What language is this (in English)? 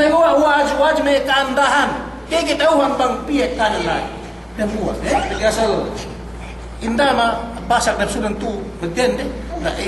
Yakan